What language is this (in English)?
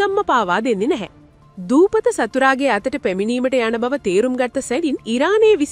Sinhala